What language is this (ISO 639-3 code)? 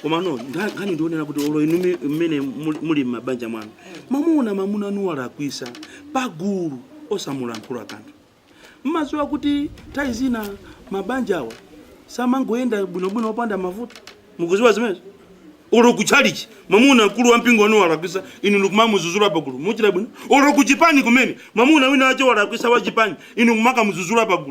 nya